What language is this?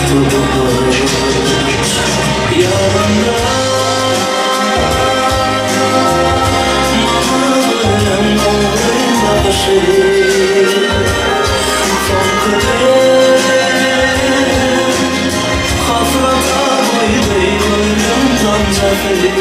Turkish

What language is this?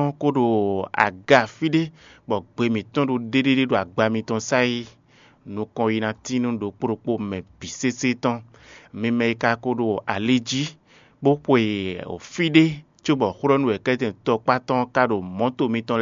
Fon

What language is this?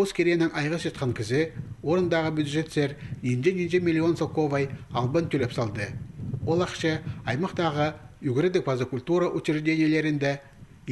Khakas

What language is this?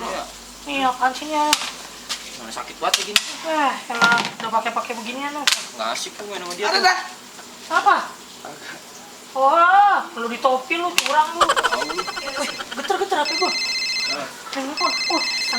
Betawi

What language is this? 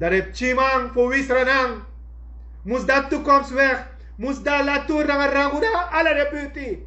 Sranan Tongo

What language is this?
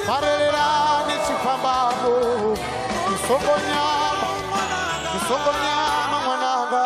Venda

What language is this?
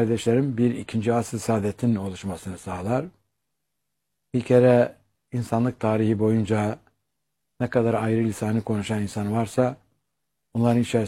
Turkish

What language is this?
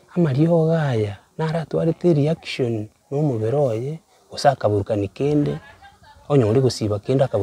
Gusii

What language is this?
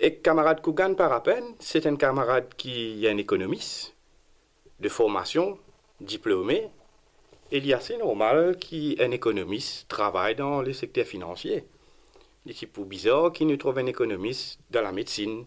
Morisyen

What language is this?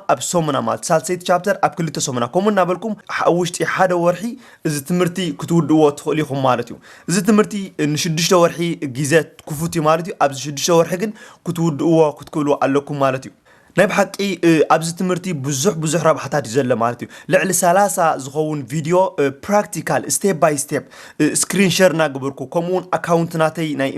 Tigrinya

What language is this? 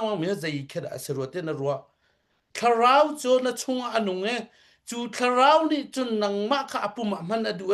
Hakha Chin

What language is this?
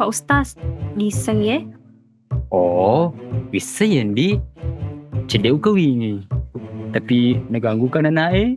Buginese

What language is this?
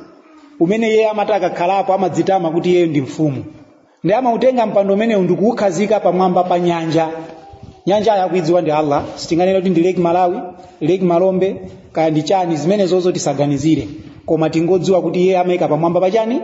Nyanja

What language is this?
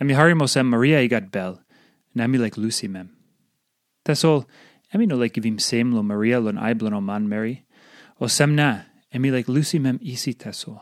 Tok Pisin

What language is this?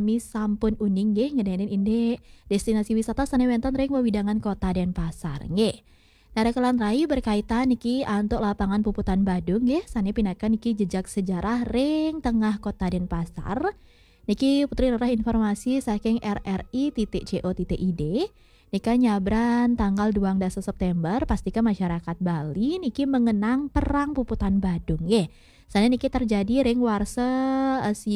Balinese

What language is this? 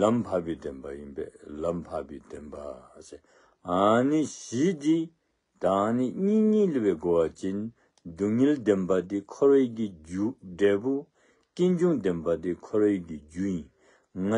Dzongkha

